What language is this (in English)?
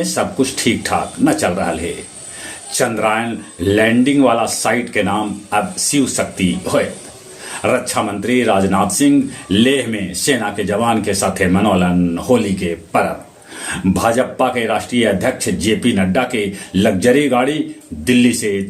Magahi